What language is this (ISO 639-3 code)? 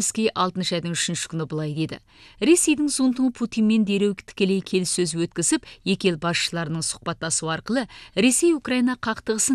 kaz